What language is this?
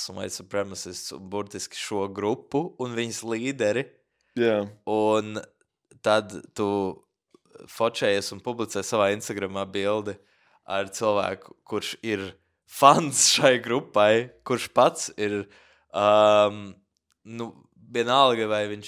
Latvian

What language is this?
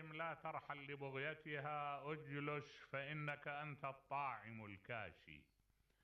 Mesopotamian Arabic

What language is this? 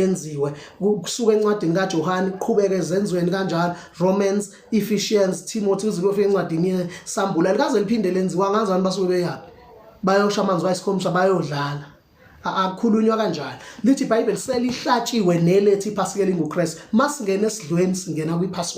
Zulu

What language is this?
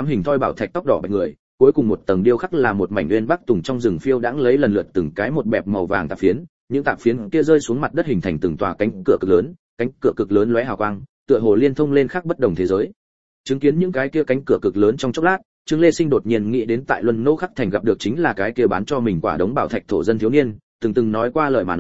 Vietnamese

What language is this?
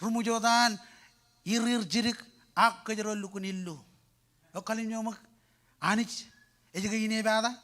Marshallese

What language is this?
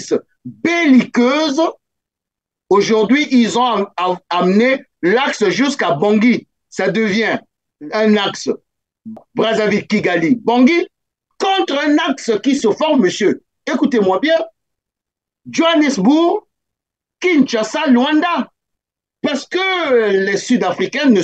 French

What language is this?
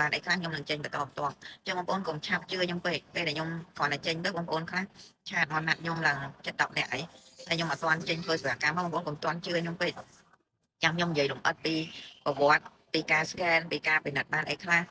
Khmer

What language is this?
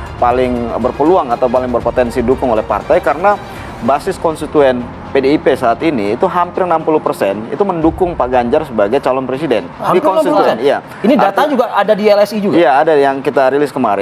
Indonesian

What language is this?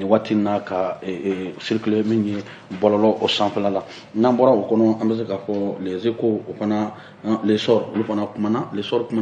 Bambara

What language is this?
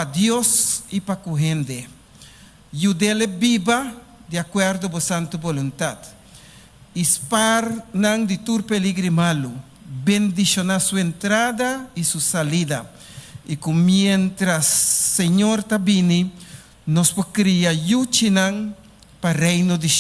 Papiamento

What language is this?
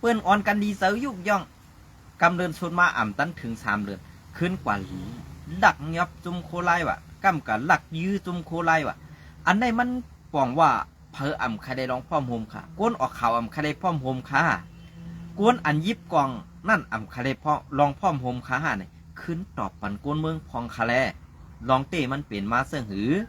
Shan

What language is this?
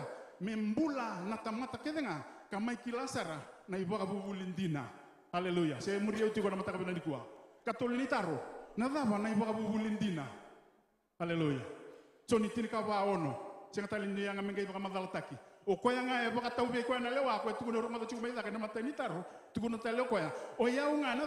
Fijian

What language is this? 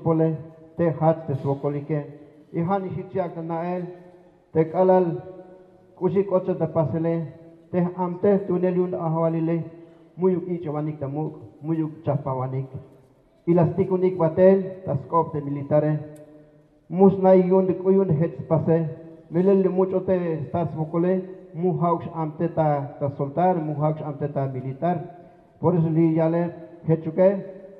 Tzeltal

